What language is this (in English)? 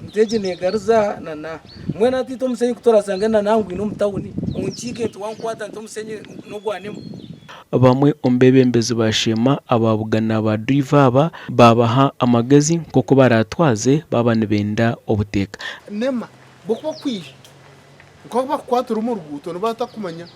Nyankole